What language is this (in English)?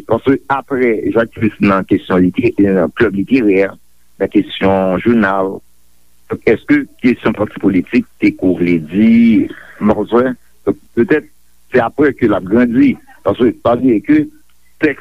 Haitian Creole